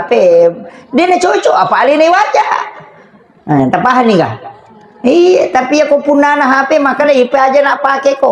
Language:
Buginese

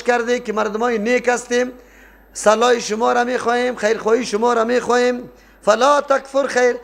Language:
Persian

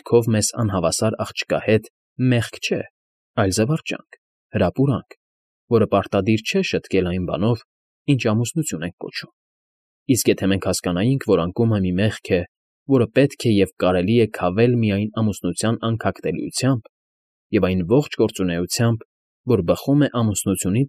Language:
Armenian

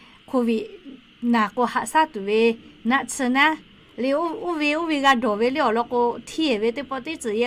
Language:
Lahu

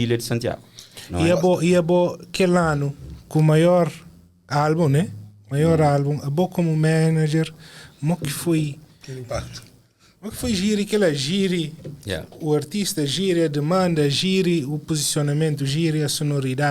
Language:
Kabuverdianu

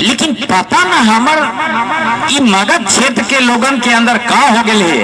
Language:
Magahi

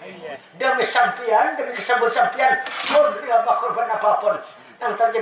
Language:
Banjar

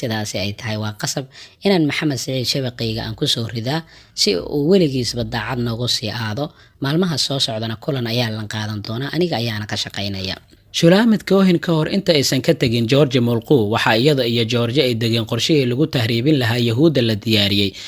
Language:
Somali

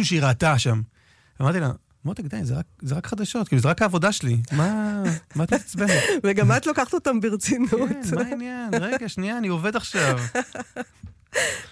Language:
Hebrew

